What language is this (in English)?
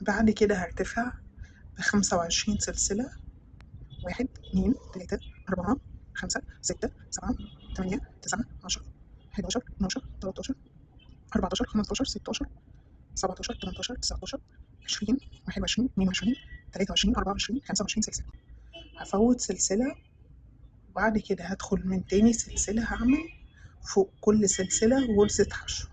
Egyptian Arabic